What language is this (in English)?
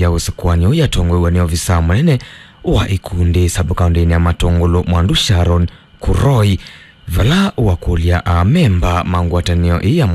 Kamba